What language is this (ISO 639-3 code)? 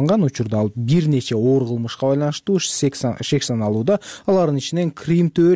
kir